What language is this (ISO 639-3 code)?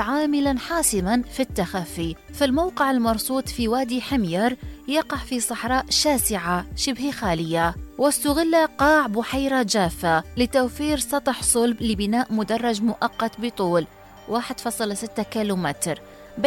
ara